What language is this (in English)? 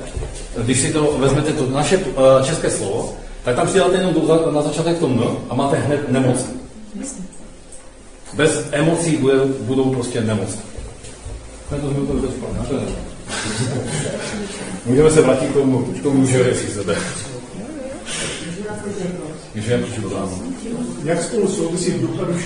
Czech